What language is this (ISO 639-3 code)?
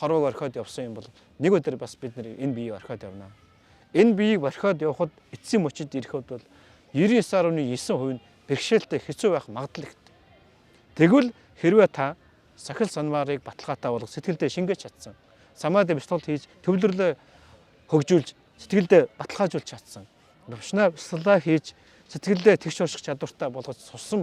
mon